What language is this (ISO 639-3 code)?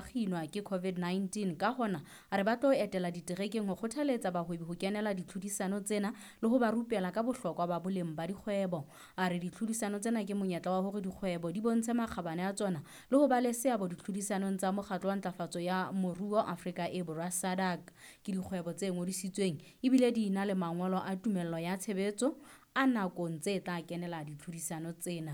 sot